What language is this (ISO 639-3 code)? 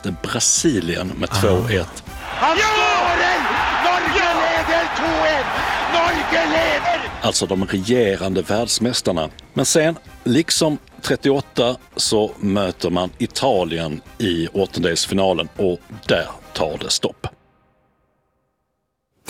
swe